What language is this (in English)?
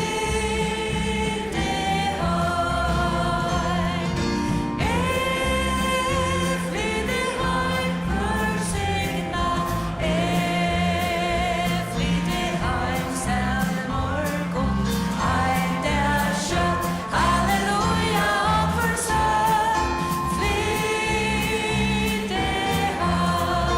Faroese